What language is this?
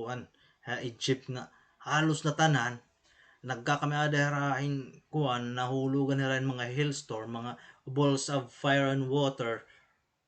Waray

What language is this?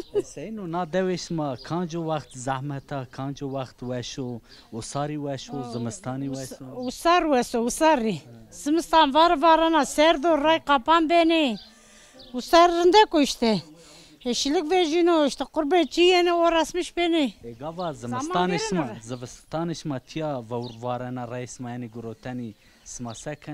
Zaza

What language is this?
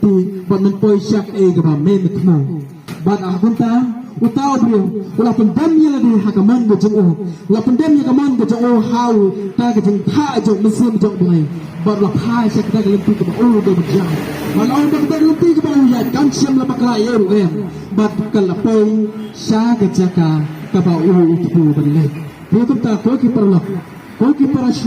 Khasi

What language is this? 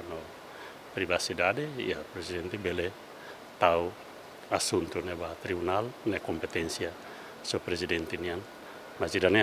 Tetum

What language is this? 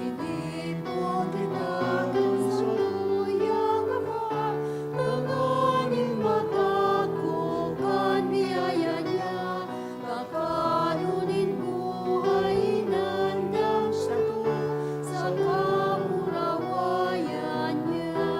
Bikol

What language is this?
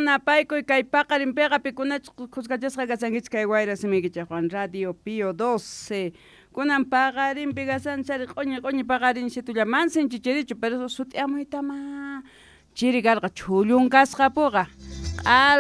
South Bolivian Quechua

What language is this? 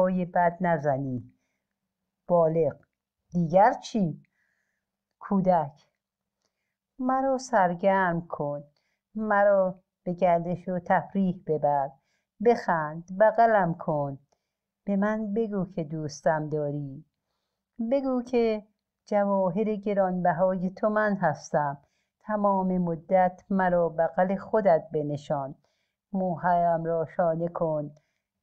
Persian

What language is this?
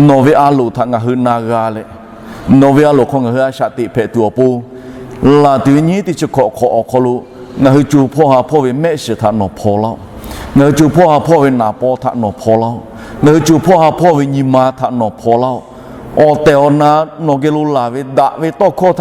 Lahu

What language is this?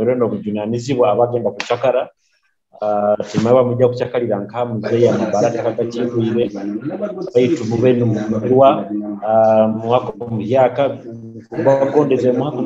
Nyoro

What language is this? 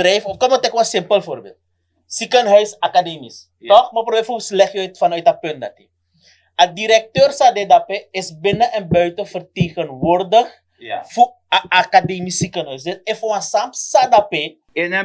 Sranan Tongo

